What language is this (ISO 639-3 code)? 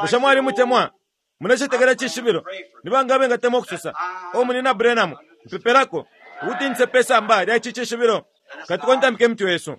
bem